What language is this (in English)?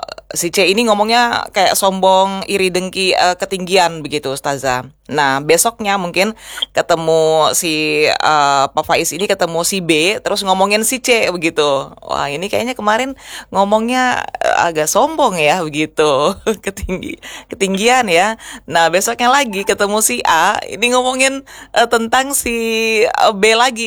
Indonesian